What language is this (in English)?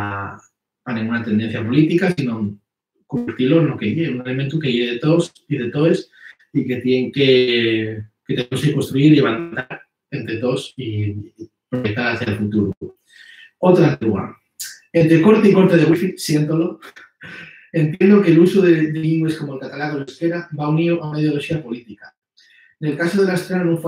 Asturian